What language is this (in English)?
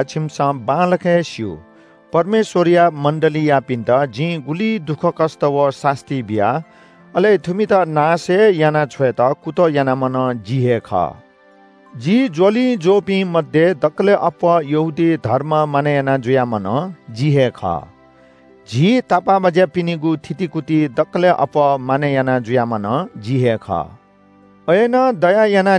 Newari